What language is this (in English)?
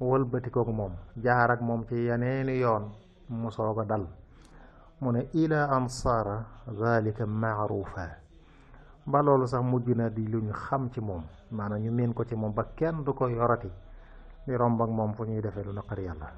Wolof